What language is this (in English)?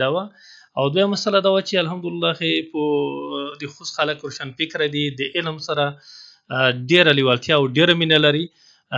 Pashto